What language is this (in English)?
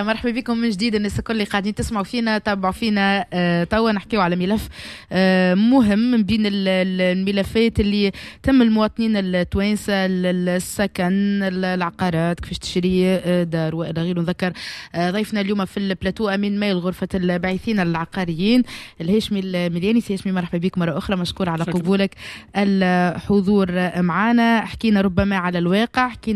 Tunisian Arabic